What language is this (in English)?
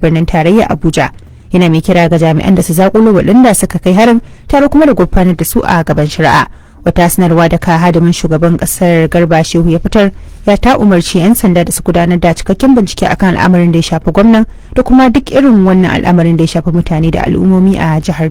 Hausa